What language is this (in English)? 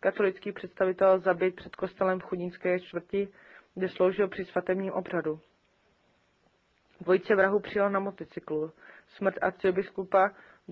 Czech